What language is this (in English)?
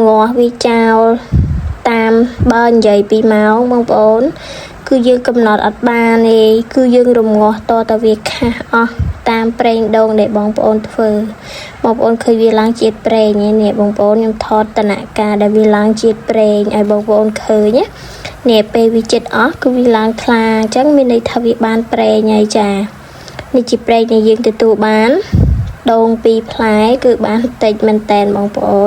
Khmer